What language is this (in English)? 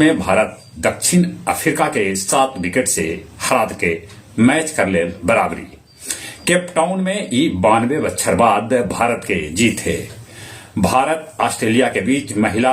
Magahi